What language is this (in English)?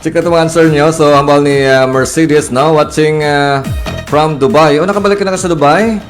Hiligaynon